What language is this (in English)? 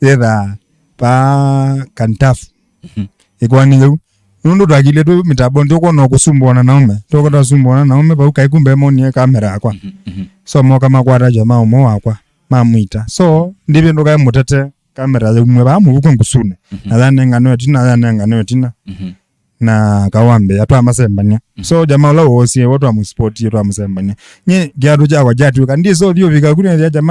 Kamba